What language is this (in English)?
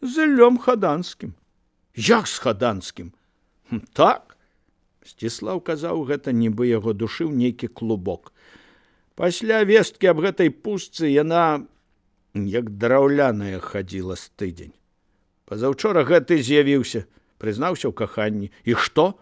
Belarusian